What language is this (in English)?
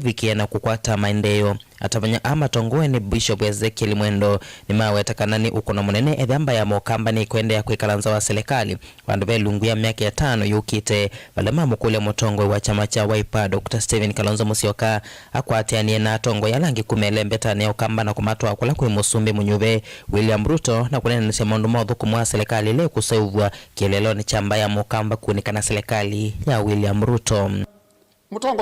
Kamba